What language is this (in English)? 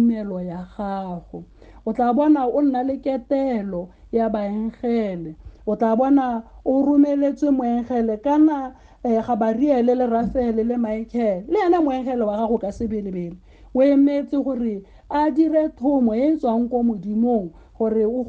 Tswana